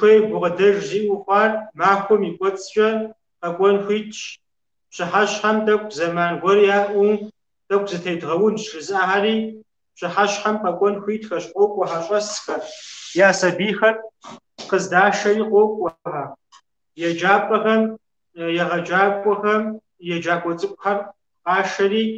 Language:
Kabardian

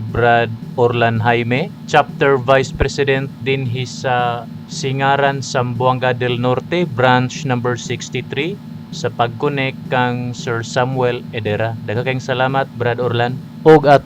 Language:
Cebuano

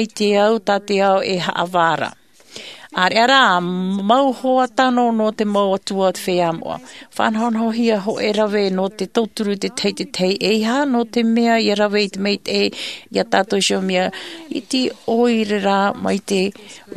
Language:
Tahitian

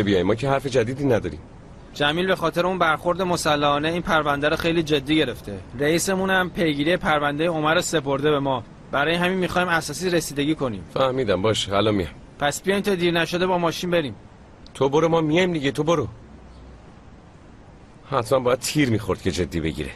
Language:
Persian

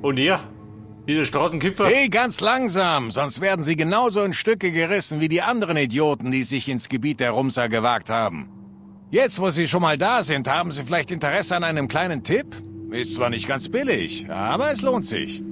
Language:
Bavarian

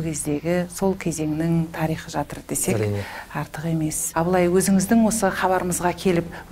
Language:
Kazakh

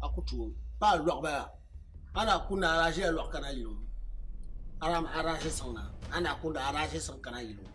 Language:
Dagbani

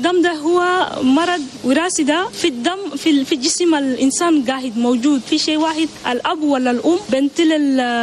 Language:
Chadian Arabic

